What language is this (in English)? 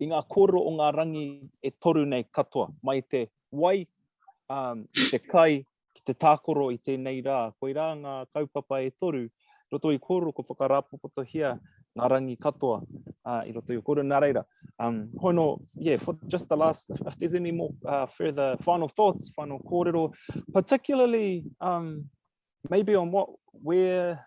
Māori